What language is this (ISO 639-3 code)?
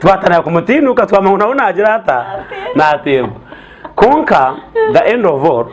nyn